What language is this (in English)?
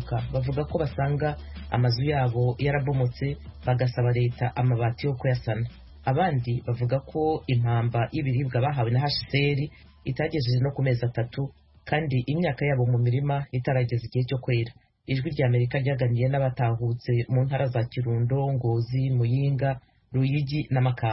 Kinyarwanda